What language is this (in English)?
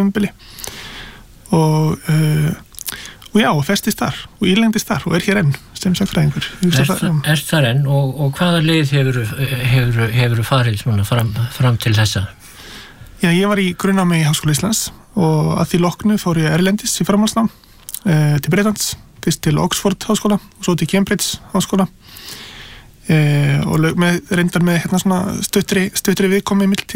Icelandic